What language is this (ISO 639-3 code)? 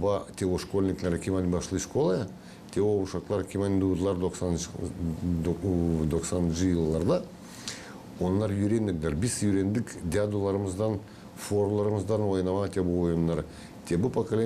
gag